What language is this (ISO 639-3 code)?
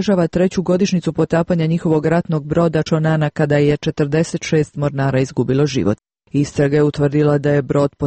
srp